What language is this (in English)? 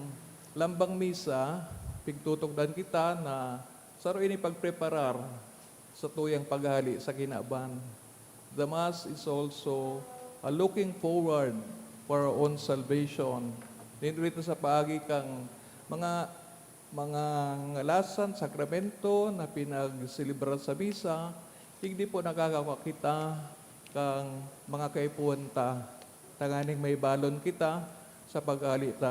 Bikol